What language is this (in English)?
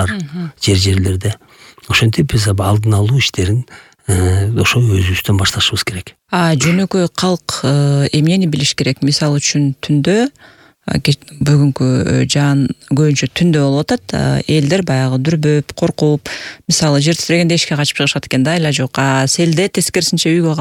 Kyrgyz